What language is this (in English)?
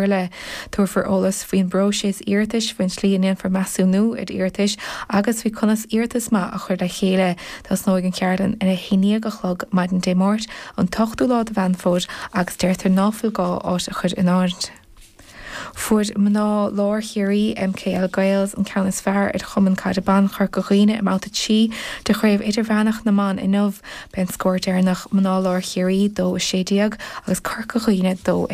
Irish